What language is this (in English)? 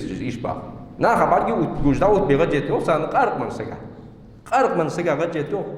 Ingush